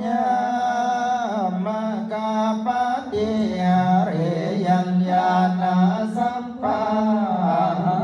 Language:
Pali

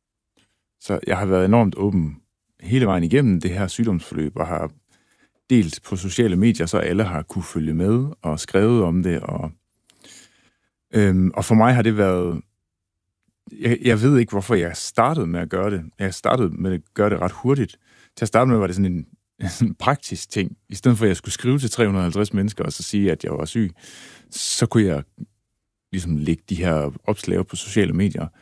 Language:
Danish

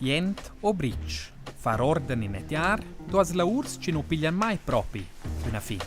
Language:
Romansh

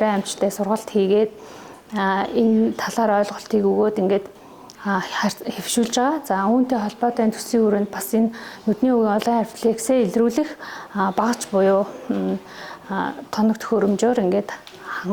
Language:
Mongolian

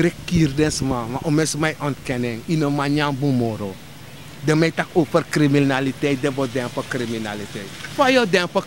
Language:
Sranan Tongo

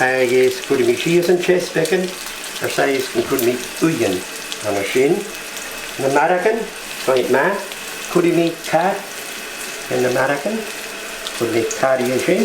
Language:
Scottish Gaelic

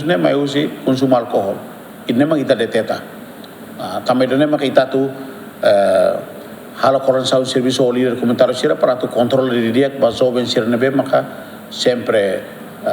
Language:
Tetum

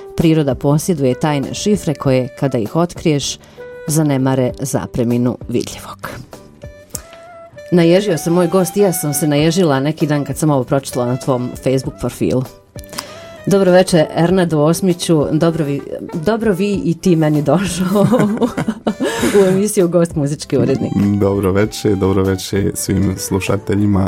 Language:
Bosnian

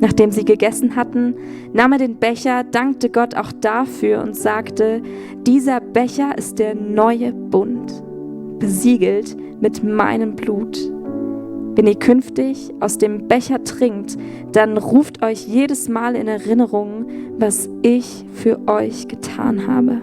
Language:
Swiss German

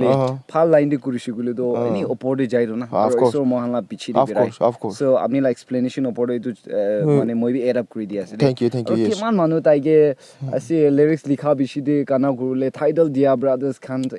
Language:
Naga Pidgin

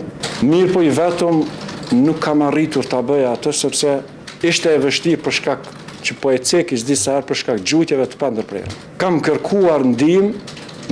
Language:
Albanian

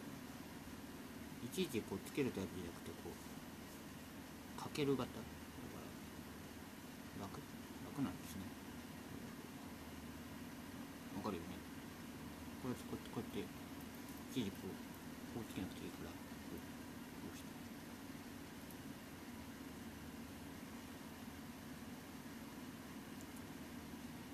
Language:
Japanese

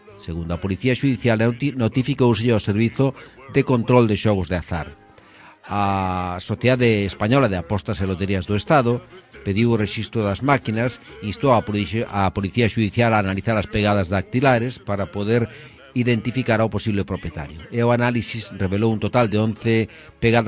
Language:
Galician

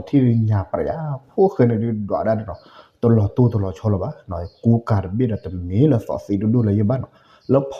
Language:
S'gaw Karen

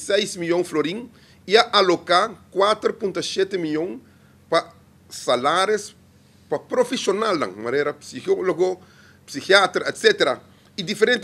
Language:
Papiamento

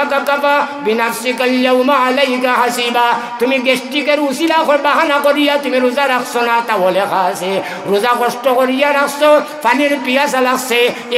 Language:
Sylheti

